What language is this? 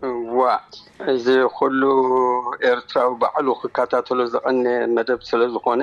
Tigrinya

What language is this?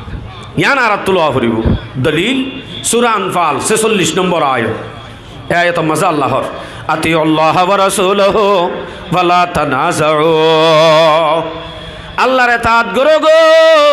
Rohingya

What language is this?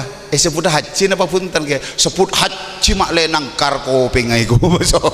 Madurese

